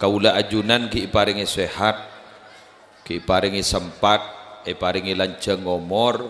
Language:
Madurese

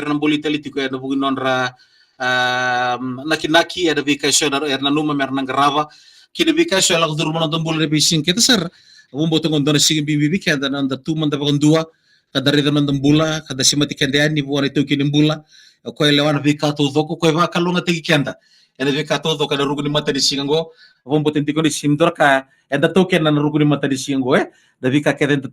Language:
Fijian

